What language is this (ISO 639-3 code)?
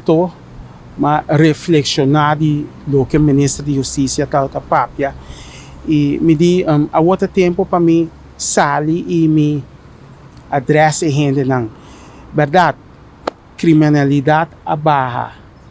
pap